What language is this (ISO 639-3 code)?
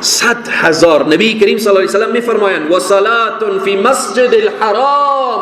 fas